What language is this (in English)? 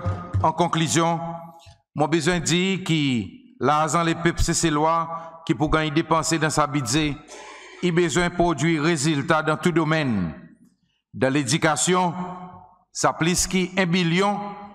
Seselwa Creole French